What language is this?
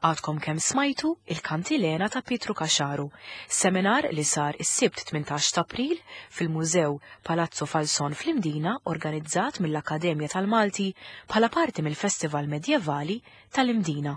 Maltese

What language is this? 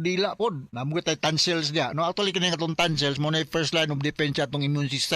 Cebuano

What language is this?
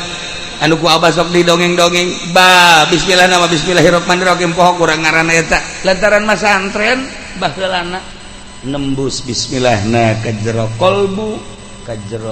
Sundanese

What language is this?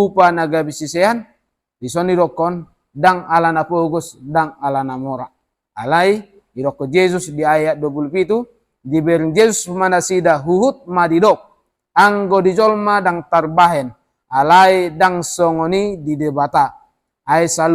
Batak Toba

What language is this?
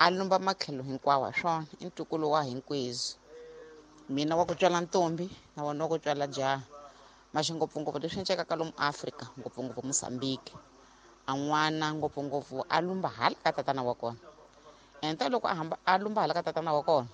Tsonga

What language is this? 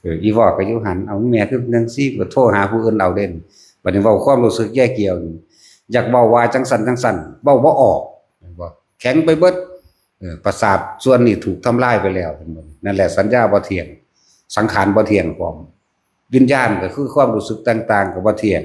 Northeastern Thai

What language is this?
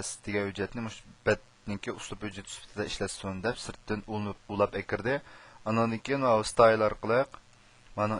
Uyghur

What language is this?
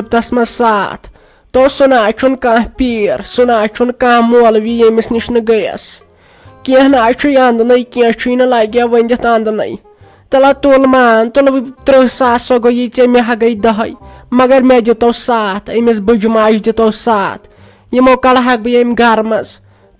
Kashmiri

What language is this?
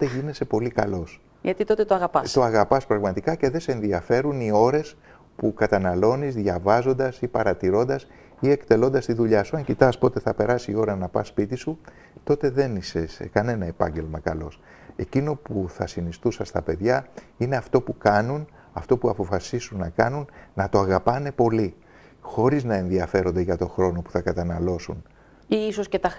Greek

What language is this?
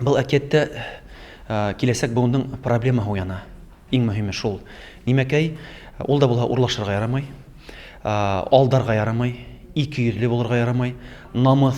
Bashkir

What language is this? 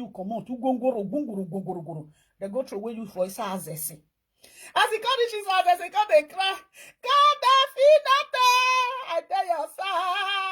Nigerian Pidgin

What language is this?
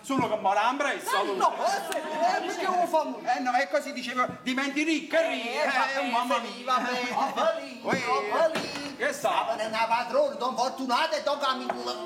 Neapolitan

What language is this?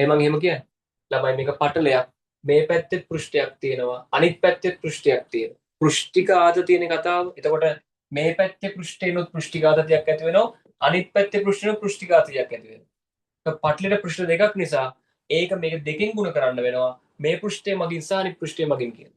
Sinhala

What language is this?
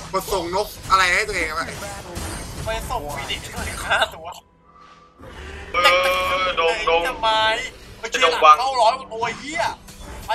Thai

